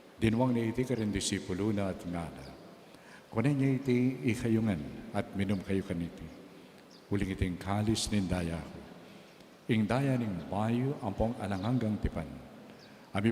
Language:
Pampanga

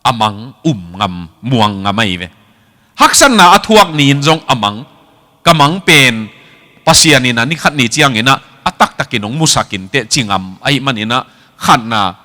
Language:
Tedim Chin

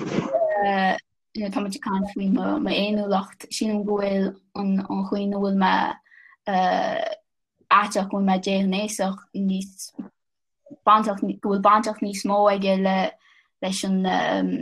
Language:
Irish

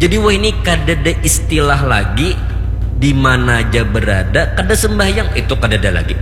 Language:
Banjar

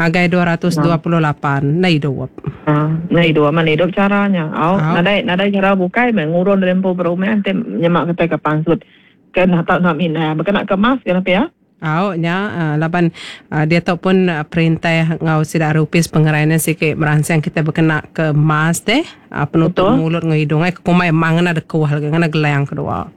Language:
Iban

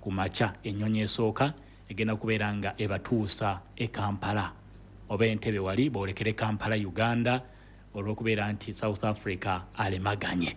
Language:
Ganda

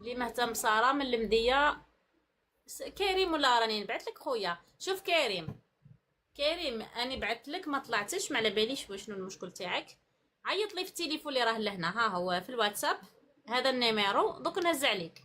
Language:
Algerian Arabic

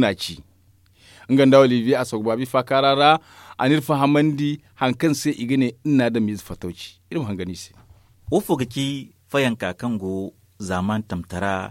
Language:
Zarma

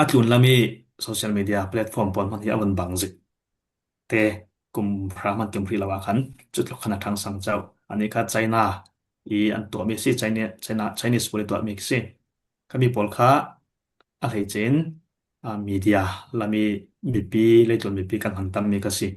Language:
Falam Chin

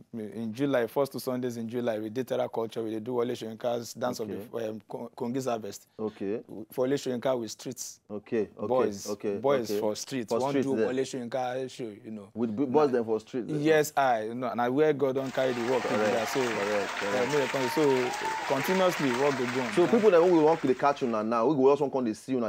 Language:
Nigerian Pidgin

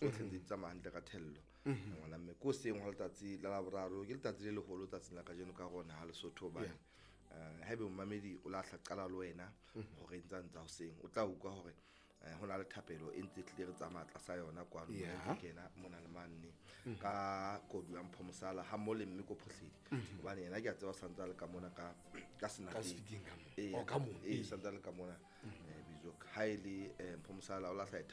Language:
Southern Sotho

